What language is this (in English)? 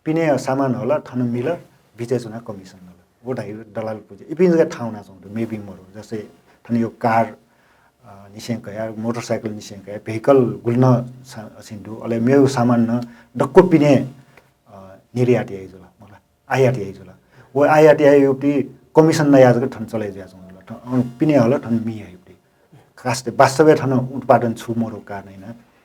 Newari